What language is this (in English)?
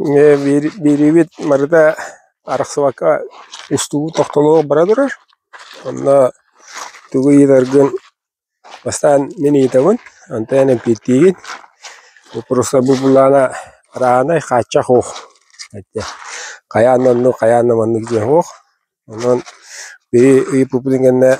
Yakut